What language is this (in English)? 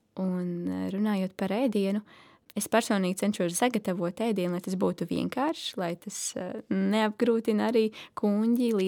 Latvian